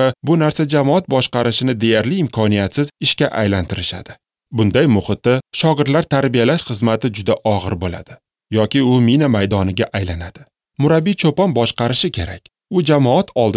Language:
Uzbek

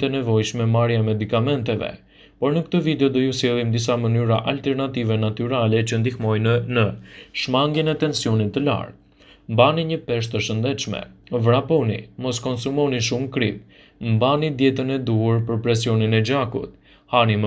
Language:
Albanian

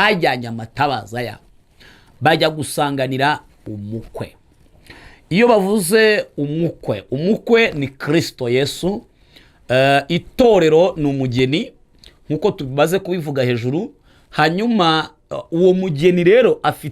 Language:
Kinyarwanda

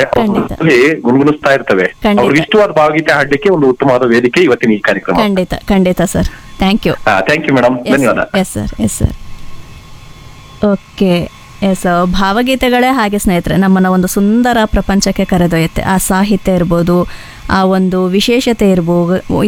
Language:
Kannada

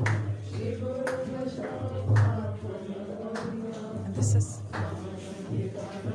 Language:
Hindi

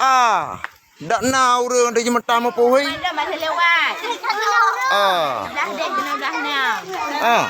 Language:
Achinese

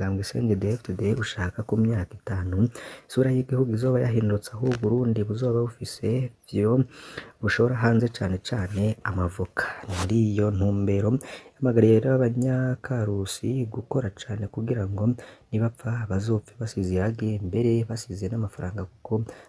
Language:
Rundi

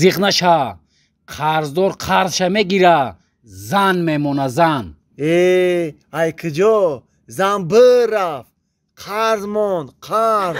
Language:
Tajik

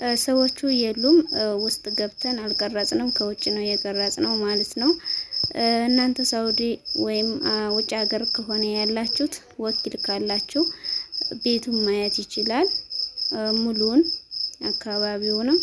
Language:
Amharic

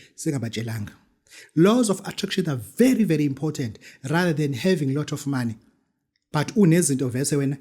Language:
Zulu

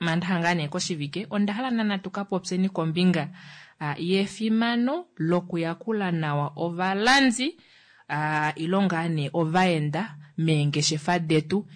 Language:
Kuanyama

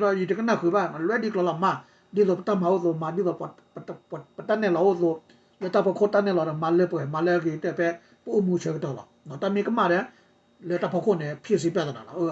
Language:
S'gaw Karen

